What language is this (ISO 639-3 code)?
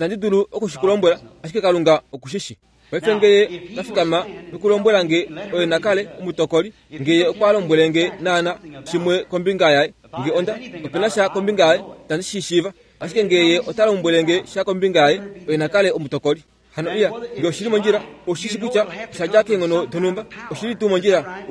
kua